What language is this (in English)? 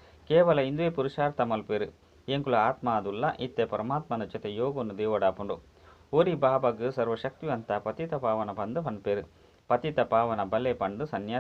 Tulu